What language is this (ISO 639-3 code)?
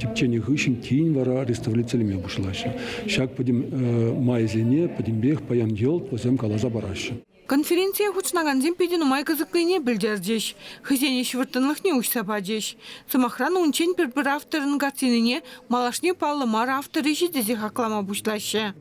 chv